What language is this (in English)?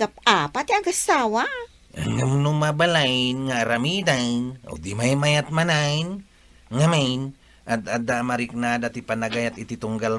Iloko